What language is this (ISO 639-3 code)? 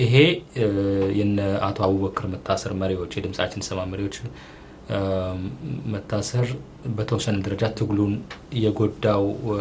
amh